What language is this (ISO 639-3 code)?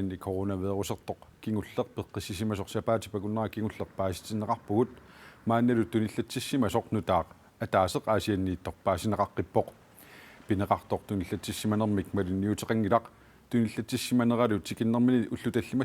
kal